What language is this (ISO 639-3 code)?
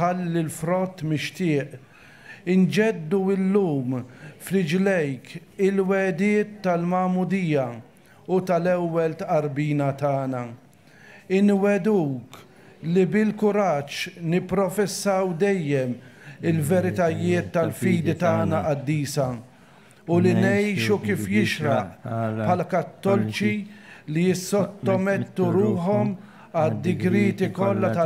mlt